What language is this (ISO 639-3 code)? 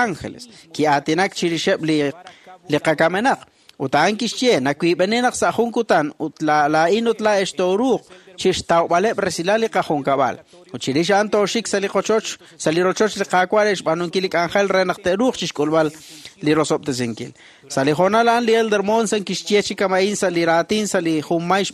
kek